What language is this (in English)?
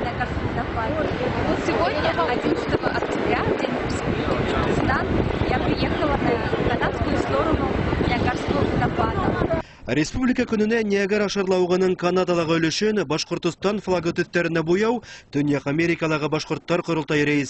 Bashkir